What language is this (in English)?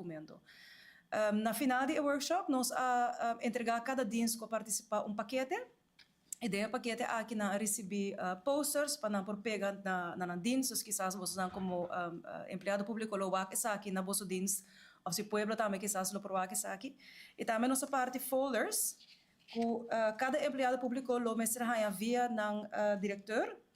Papiamento